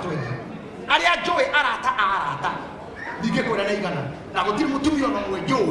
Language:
Kikuyu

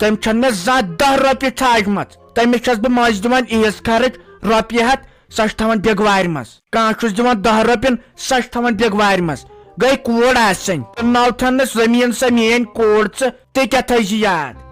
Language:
Kashmiri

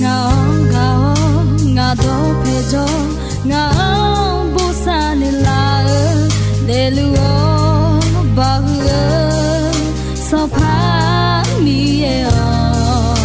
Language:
Akha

